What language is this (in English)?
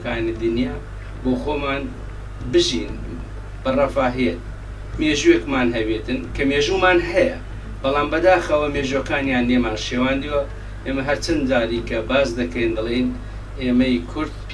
Central Kurdish